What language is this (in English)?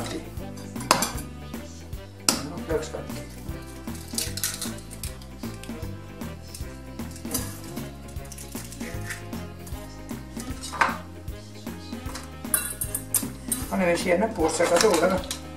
Estonian